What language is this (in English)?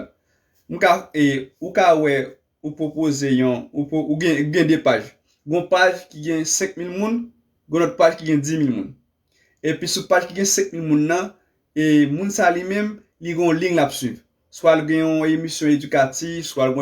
Haitian Creole